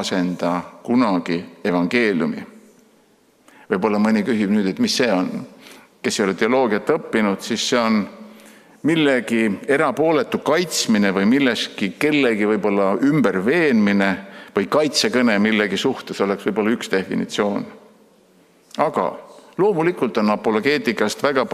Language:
Estonian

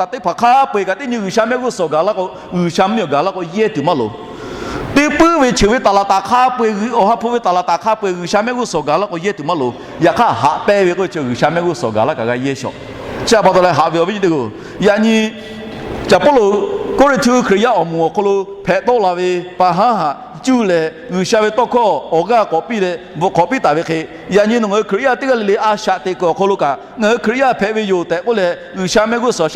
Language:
Lahu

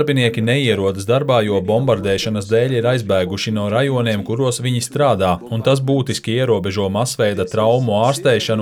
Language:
Latvian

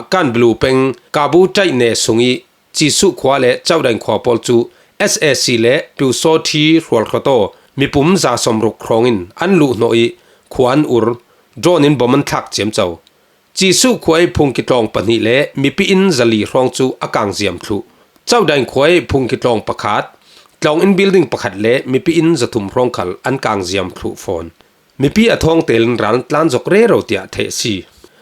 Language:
Falam Chin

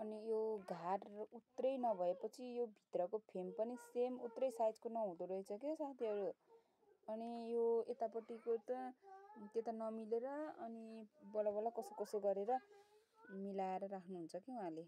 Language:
Nepali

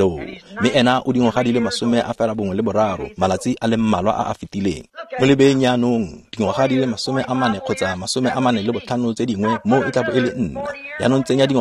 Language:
Tswana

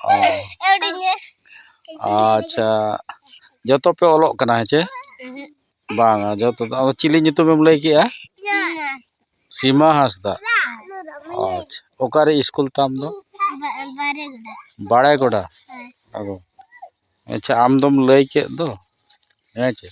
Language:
Santali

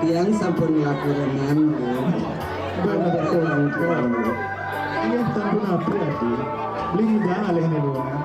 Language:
Balinese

